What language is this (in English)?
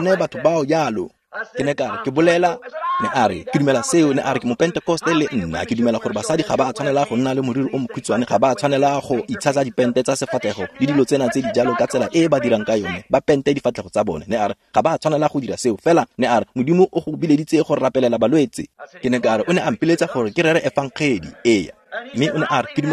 Tswana